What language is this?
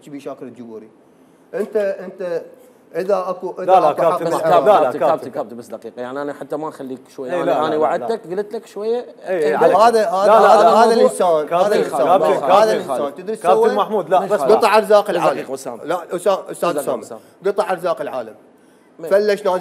Mesopotamian Arabic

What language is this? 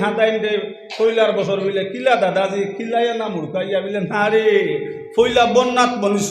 Sylheti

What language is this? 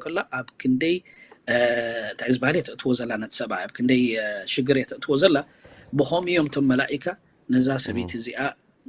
Tigrinya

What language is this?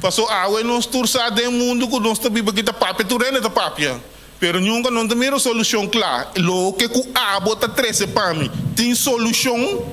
Papiamento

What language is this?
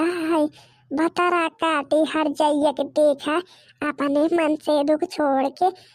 Bhojpuri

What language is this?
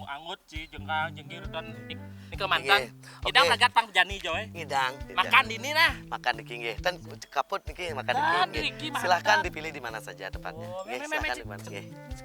Balinese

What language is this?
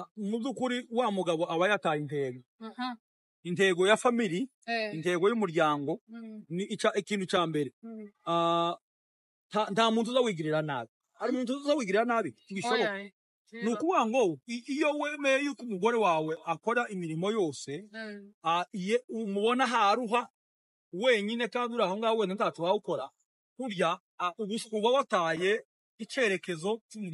Kinyarwanda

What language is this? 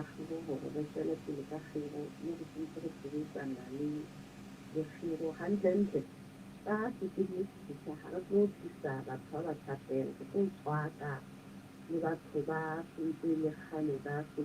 Southern Sotho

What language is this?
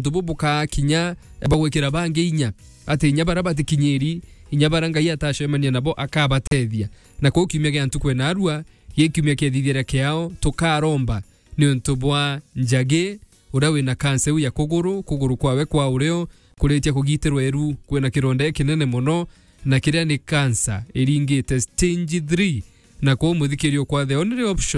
Meru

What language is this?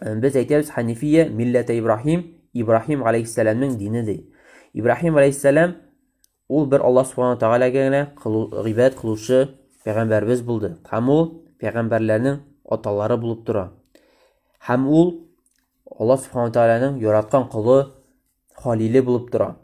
Tatar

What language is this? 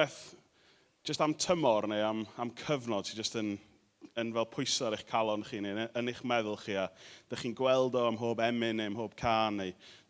Welsh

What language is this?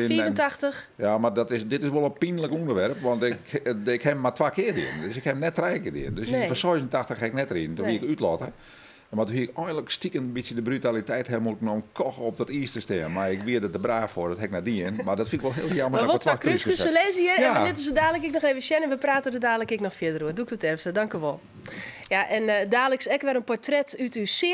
Western Frisian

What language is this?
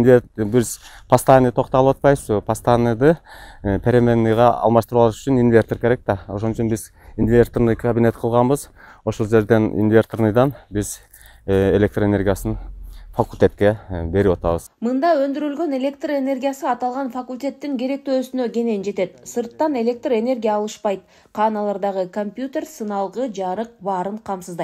Kyrgyz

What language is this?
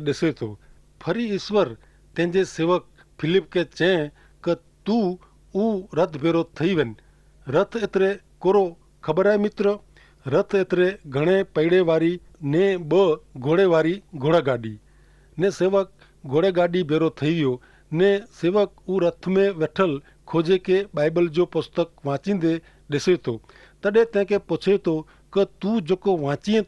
Kachhi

